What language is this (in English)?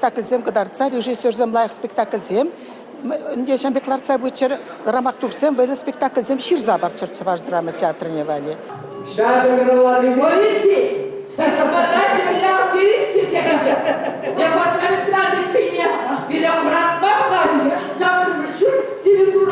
Chuvash